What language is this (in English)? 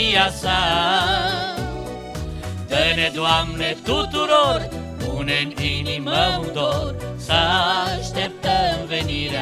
Romanian